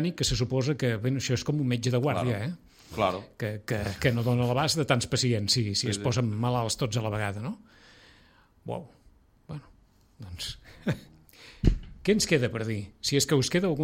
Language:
Catalan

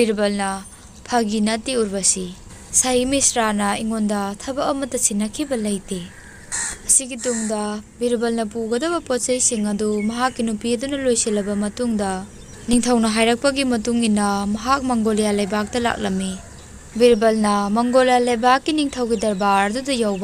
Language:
Manipuri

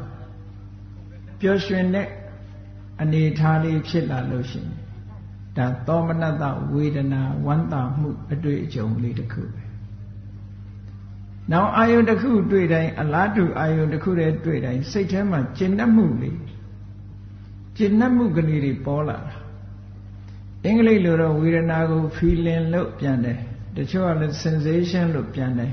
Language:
Burmese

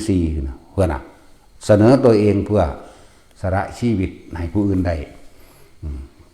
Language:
Northeastern Thai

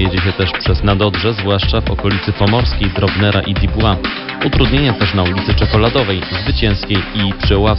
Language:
Polish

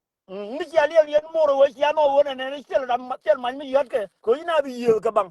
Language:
Nuer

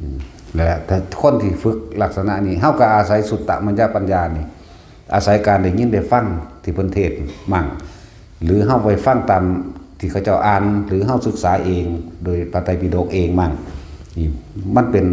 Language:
Northeastern Thai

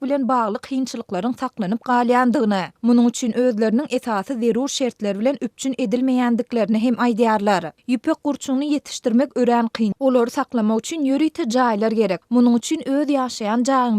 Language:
Turkmen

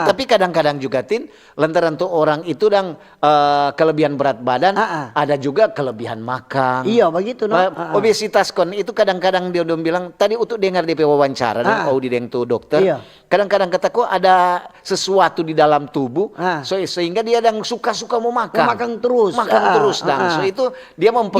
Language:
Manado Malay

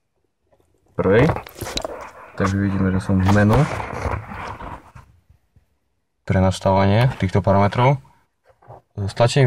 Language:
Slovak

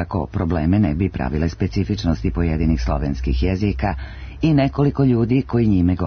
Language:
Serbian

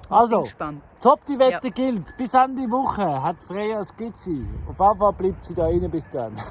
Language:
Swiss German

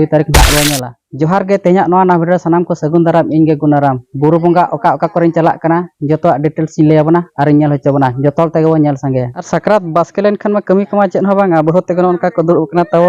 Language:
Santali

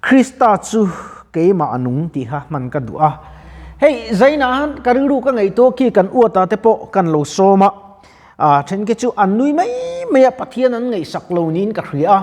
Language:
Mizo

